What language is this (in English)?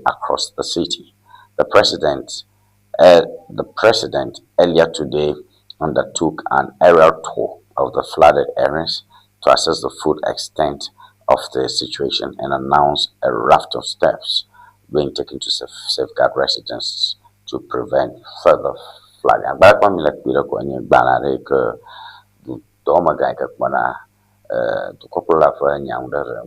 Ewe